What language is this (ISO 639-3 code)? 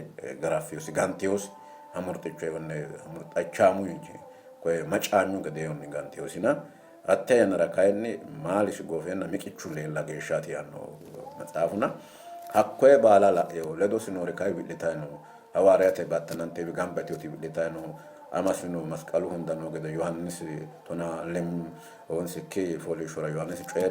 sid